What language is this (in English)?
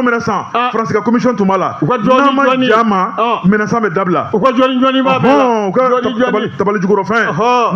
Bambara